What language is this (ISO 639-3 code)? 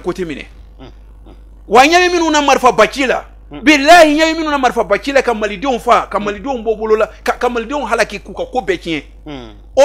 bam